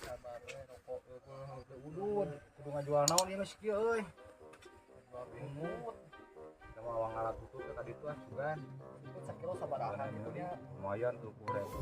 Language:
Sundanese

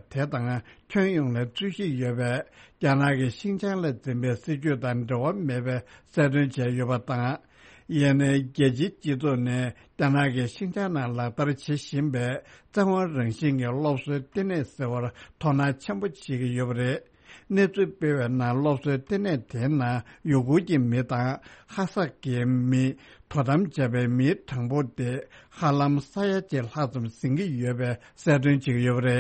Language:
Tibetan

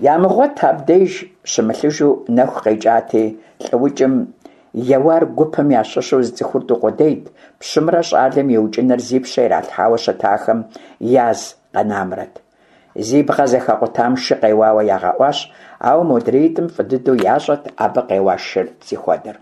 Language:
Kabardian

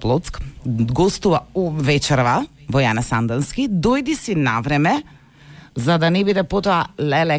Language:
Macedonian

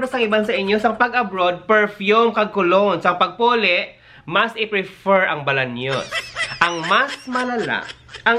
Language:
Hiligaynon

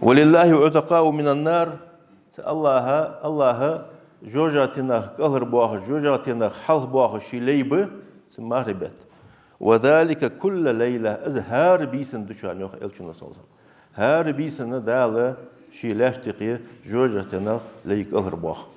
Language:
Ingush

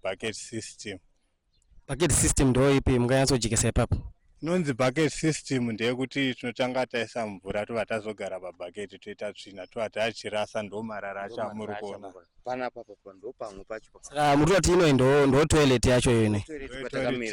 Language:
Shona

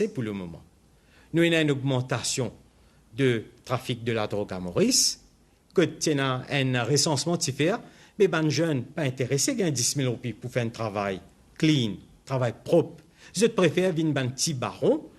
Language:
Morisyen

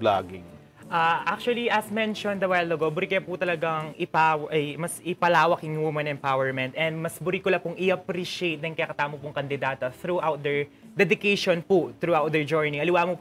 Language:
Pampanga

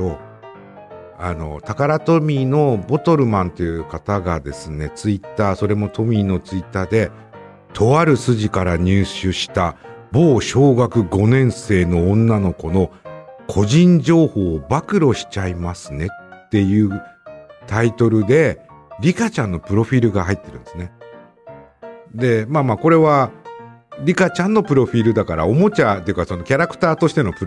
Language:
Japanese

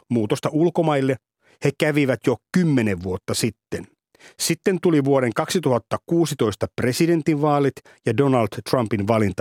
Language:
Finnish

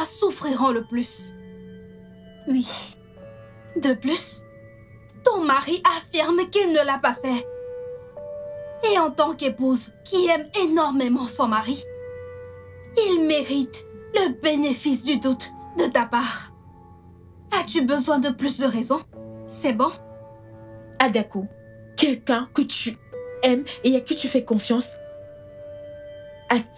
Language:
French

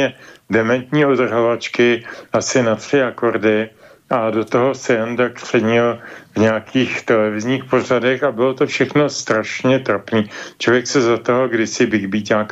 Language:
Czech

